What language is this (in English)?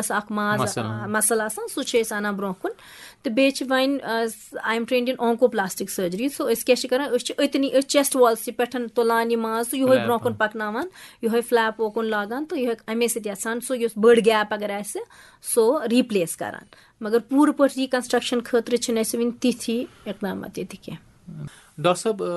Kashmiri